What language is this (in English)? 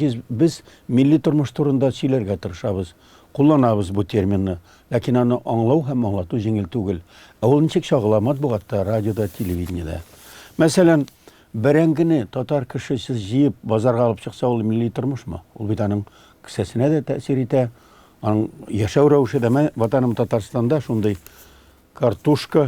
Tatar